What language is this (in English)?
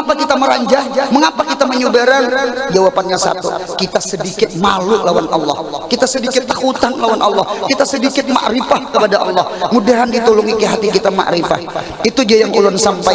Banjar